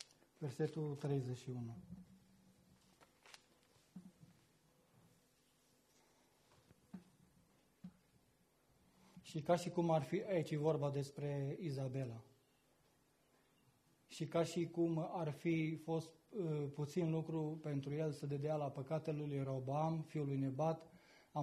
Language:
Romanian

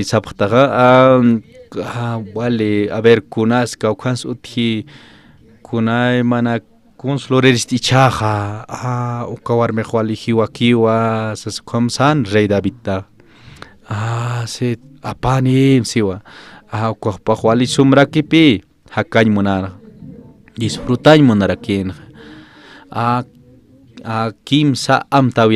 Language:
Aymara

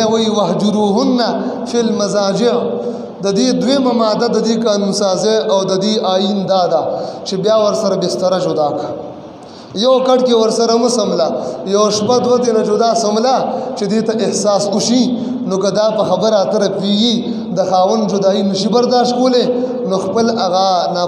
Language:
Pashto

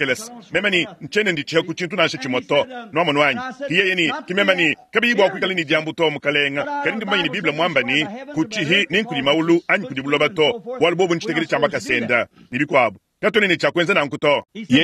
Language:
Luba-Lulua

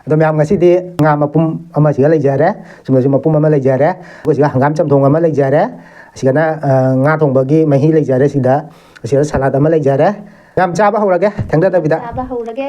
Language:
Manipuri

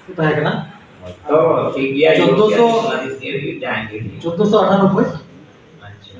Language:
Santali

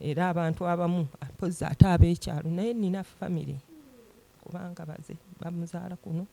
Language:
Ganda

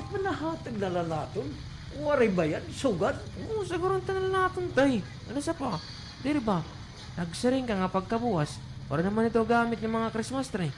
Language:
Waray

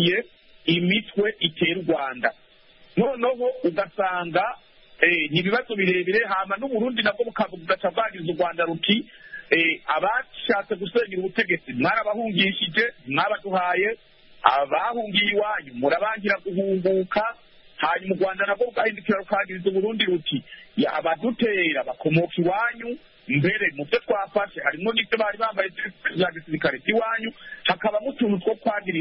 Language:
Kinyarwanda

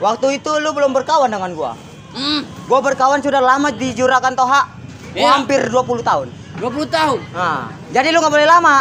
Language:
Betawi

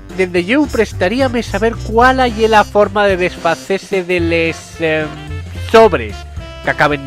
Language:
Asturian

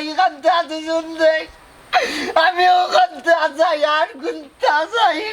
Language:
Sylheti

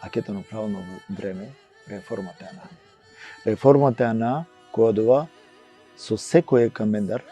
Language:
Balkan Romani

